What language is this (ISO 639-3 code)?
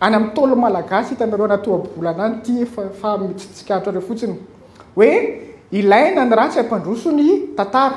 mlg